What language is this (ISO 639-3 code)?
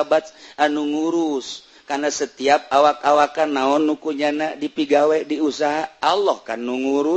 sun